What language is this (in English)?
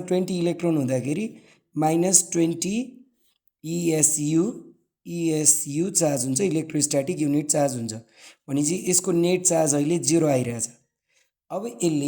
Nepali